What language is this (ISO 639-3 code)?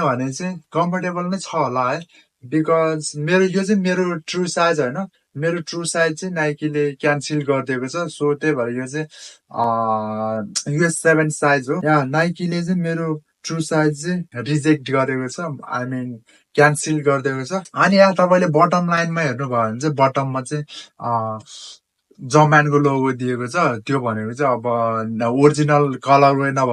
nep